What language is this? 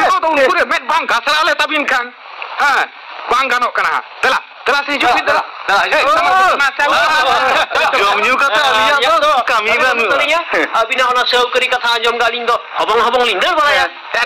Santali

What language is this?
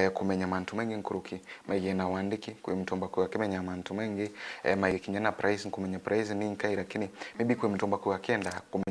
Meru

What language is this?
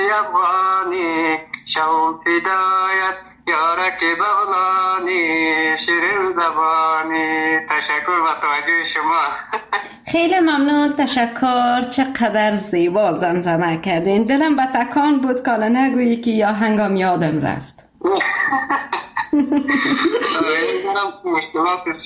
Persian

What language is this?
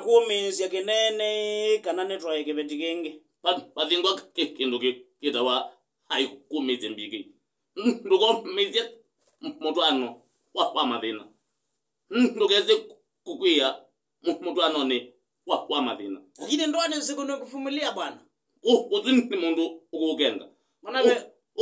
Kamba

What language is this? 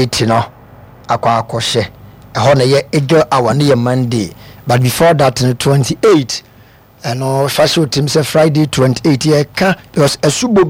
Akan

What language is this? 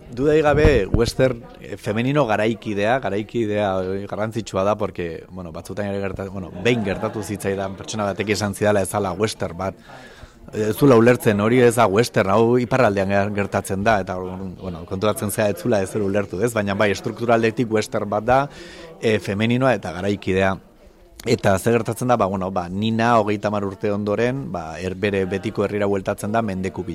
Basque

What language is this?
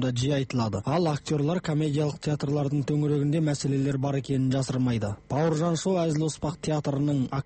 Kazakh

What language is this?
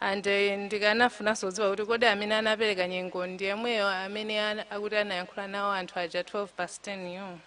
Nyanja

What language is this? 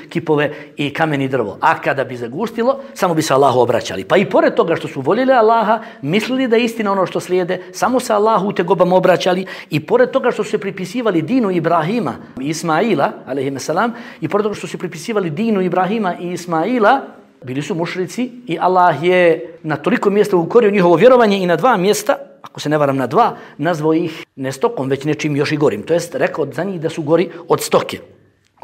Bosnian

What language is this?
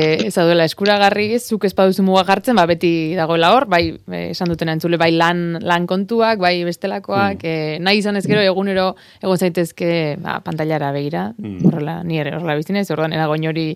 Basque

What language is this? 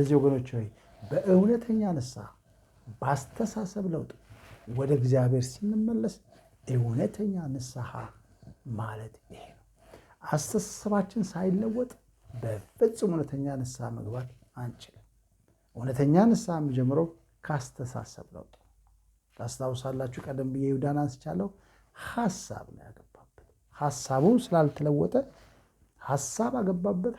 Amharic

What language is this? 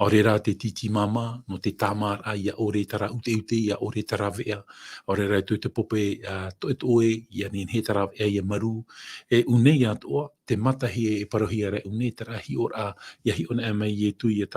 Tahitian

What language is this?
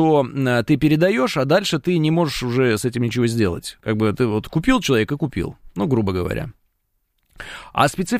Russian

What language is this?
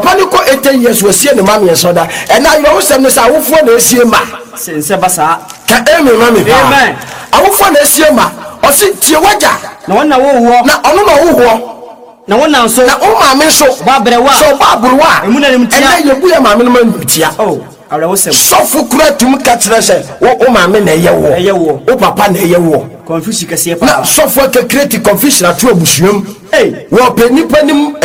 Akan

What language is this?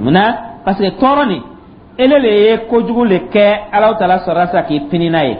Dyula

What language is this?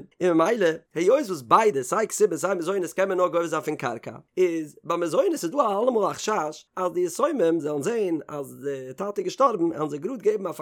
Yiddish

